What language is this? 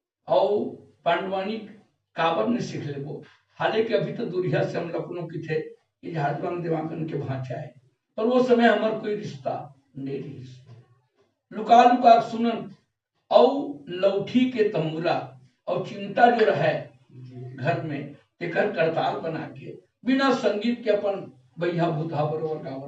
Chhattisgarhi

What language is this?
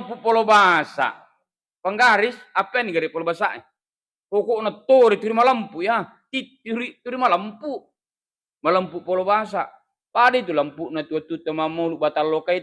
Buginese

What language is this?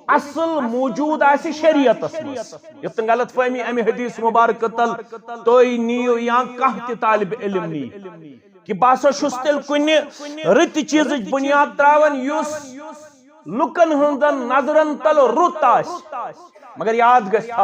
Kashmiri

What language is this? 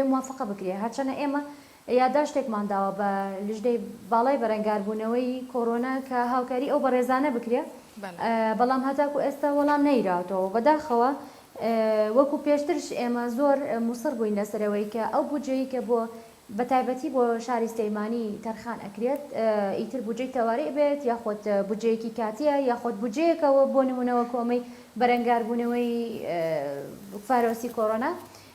Central Kurdish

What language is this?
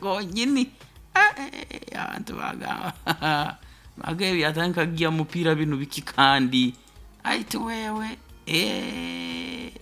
Nyoro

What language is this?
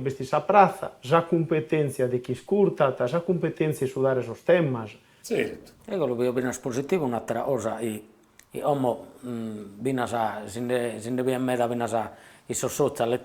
Sardinian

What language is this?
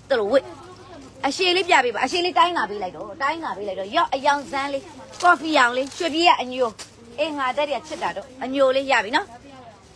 Burmese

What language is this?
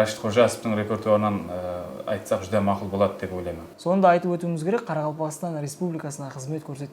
Kara-Kalpak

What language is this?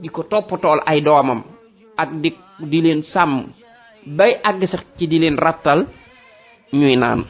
Wolof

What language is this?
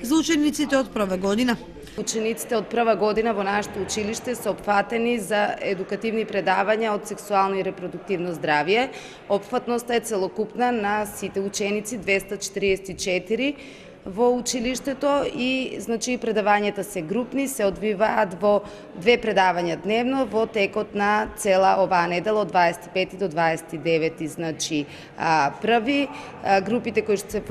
Macedonian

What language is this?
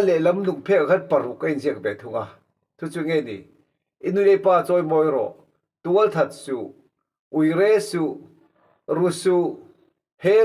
Mizo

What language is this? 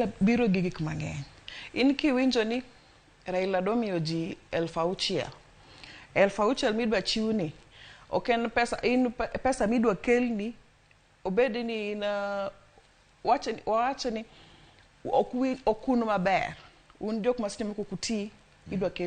Luo (Kenya and Tanzania)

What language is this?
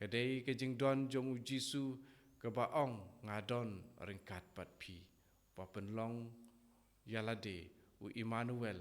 Khasi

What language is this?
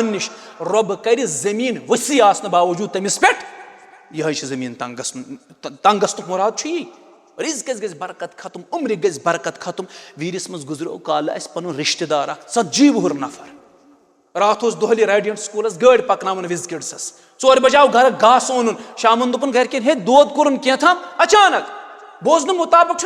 Kashmiri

